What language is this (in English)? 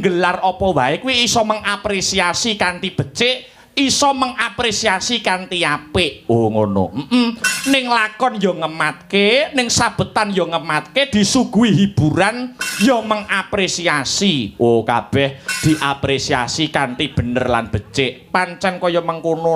Javanese